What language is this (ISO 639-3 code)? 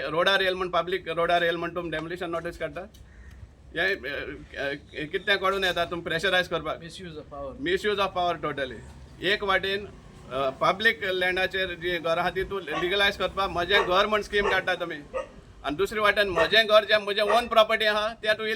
kok